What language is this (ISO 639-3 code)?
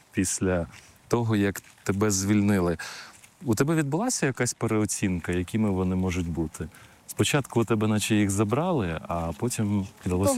ukr